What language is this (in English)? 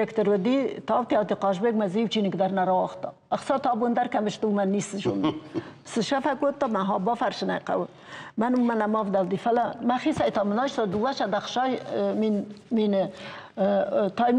Ossetic